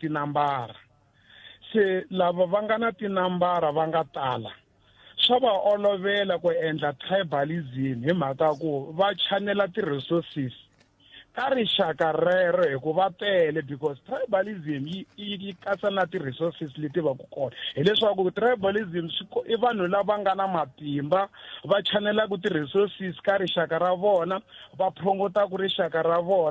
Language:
Tsonga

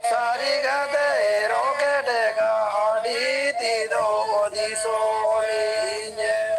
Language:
Santali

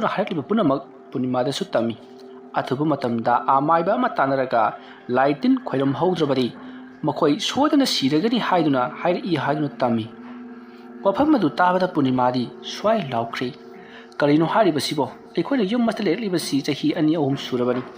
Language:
Manipuri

